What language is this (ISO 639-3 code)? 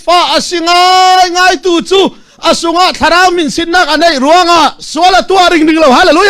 cfm